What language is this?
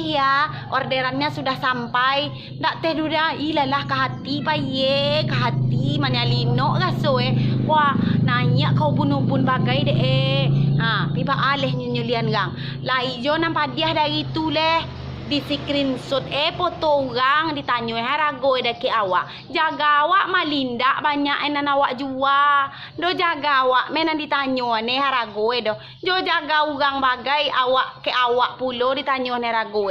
Minangkabau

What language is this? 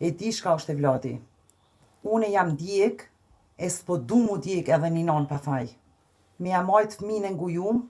Albanian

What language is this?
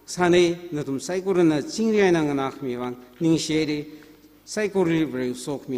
Tangkhul Naga (India)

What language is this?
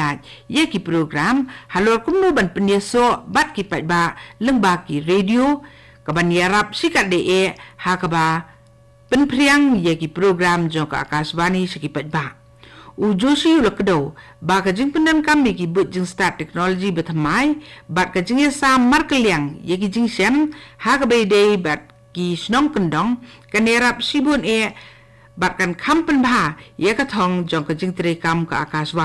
Khasi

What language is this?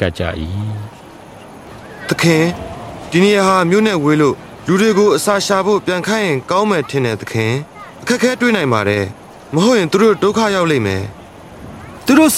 Burmese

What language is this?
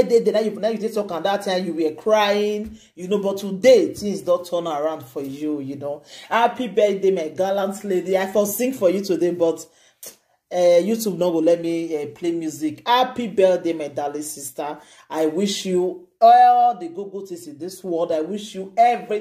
Nigerian Pidgin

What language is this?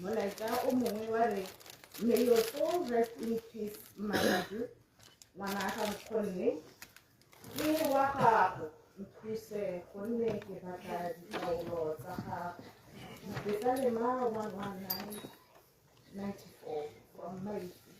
Tswana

